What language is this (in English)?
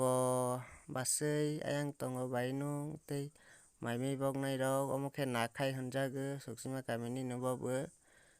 Kok Borok